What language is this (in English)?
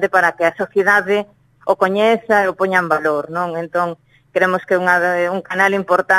Galician